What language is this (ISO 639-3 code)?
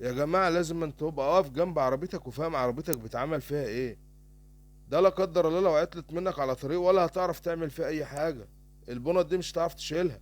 arz